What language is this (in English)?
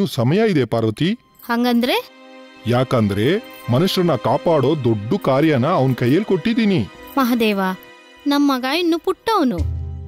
Kannada